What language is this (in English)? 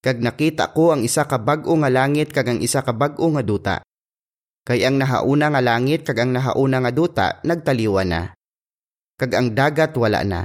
Hiligaynon